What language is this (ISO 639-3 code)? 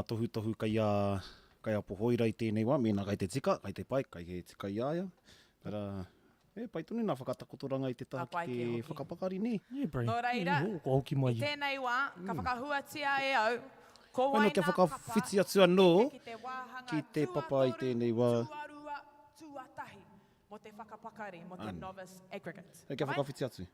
mri